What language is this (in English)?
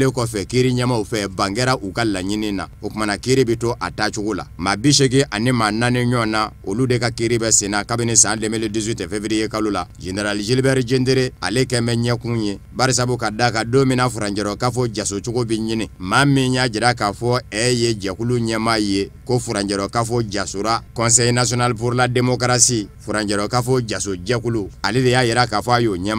Bambara